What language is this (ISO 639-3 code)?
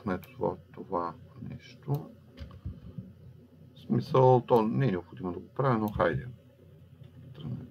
bul